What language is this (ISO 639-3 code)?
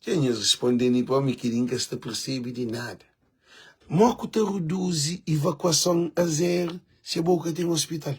kea